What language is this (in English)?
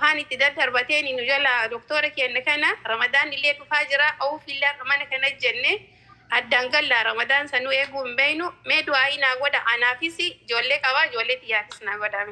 Oromo